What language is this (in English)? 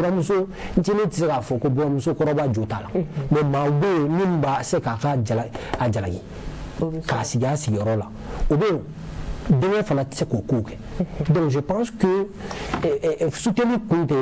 Bambara